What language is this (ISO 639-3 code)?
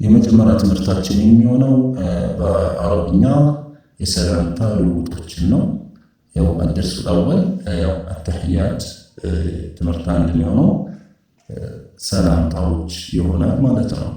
amh